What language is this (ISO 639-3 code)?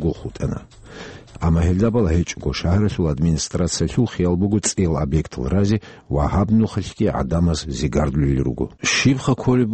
ava